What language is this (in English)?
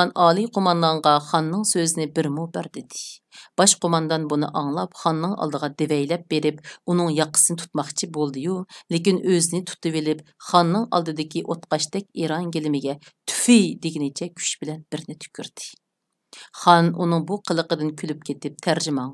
Uyghur